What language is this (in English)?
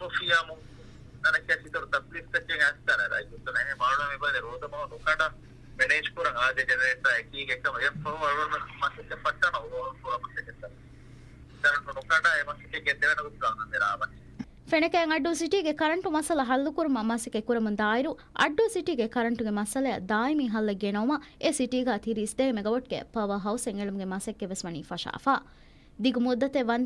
Divehi